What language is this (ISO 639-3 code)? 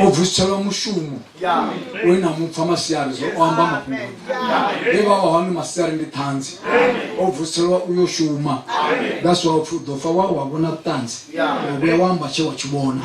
ven